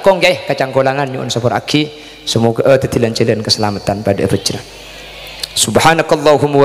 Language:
Madurese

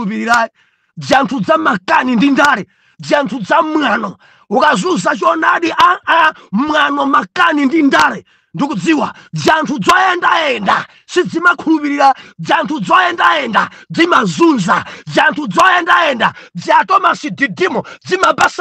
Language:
Nyanja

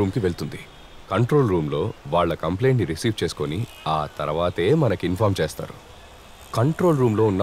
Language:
Telugu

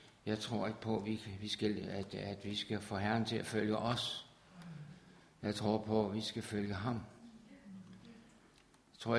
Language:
Danish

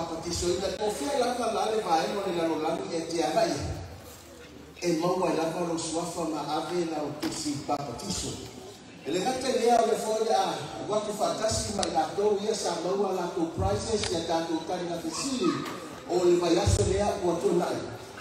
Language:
Samoan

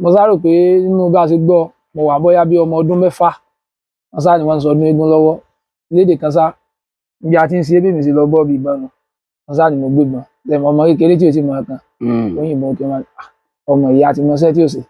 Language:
Yoruba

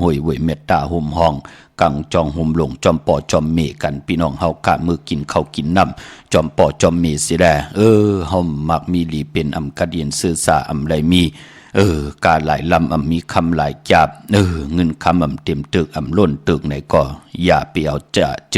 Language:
Shan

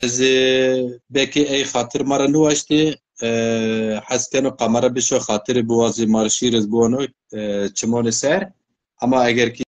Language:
Zaza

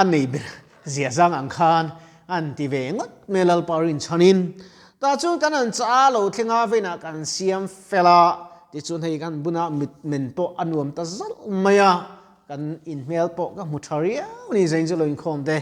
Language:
Mizo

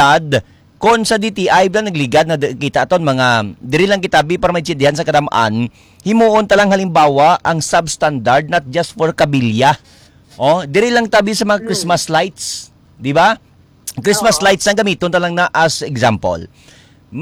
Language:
Hiligaynon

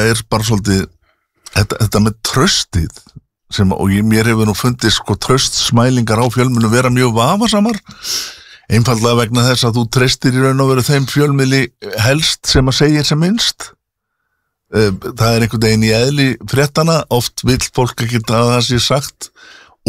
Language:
Icelandic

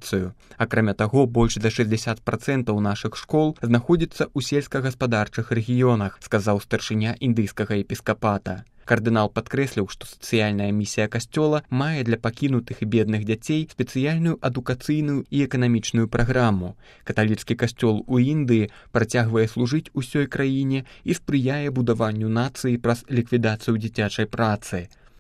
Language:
Belarusian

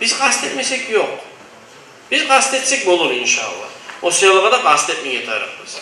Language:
Kumyk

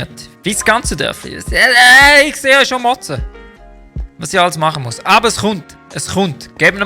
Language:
Swiss German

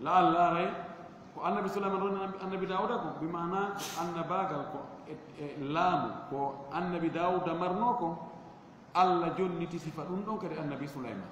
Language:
Fula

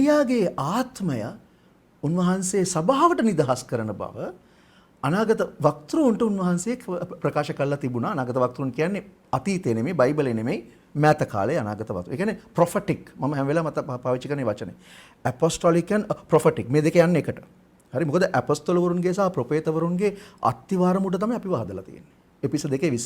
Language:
Sinhala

